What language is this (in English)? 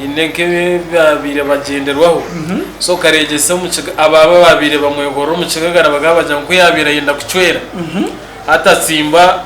Nyankole